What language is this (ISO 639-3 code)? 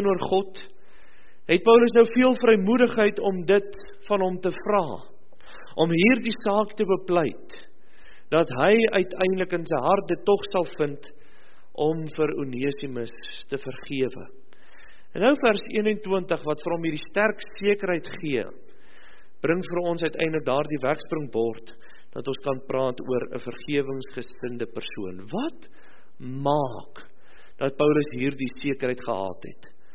afr